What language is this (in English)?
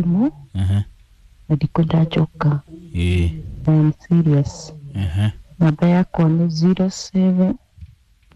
Kikuyu